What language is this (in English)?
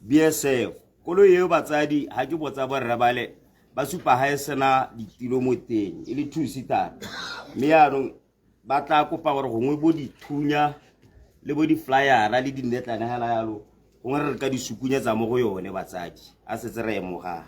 Tswana